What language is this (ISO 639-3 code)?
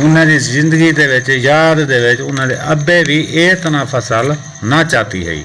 skr